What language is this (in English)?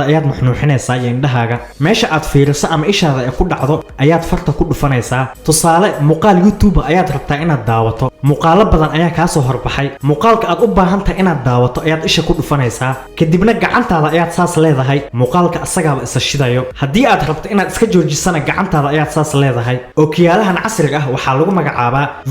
Somali